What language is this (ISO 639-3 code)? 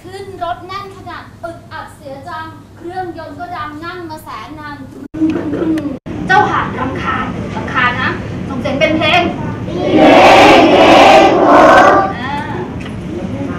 tha